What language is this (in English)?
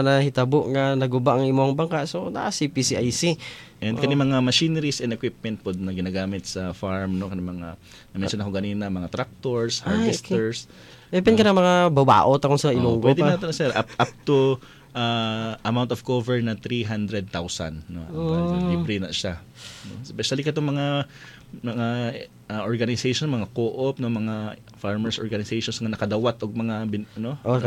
Cebuano